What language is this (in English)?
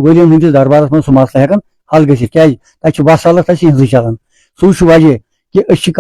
Kashmiri